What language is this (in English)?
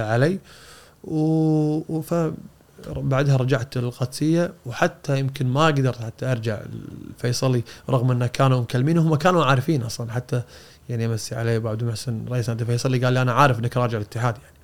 Gulf Arabic